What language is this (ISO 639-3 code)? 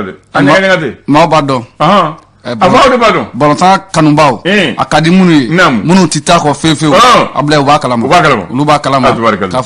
bam